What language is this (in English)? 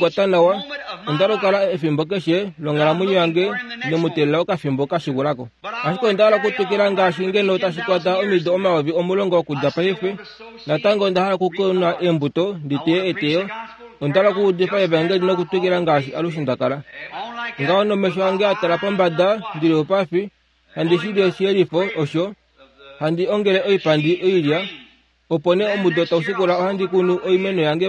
Kuanyama